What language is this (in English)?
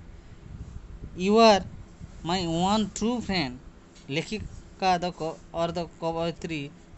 Odia